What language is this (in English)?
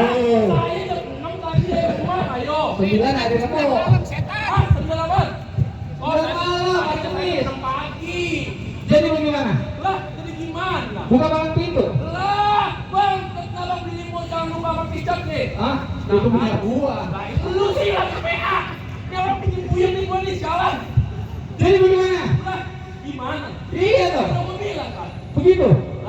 Betawi